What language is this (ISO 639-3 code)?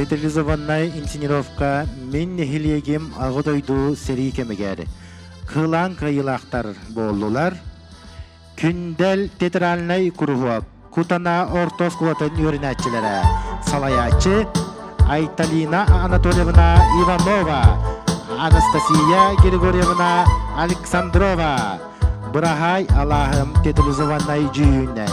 sah